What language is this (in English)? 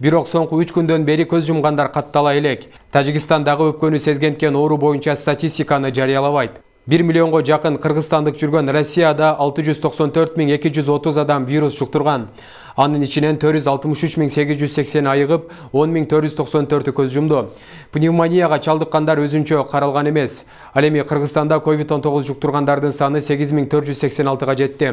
Kyrgyz